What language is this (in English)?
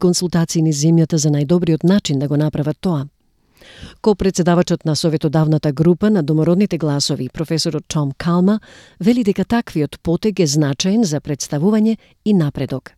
Macedonian